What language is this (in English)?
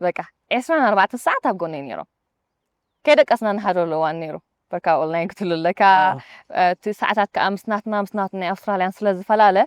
Tigrinya